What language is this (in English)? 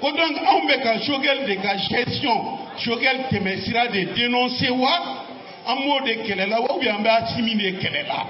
Bambara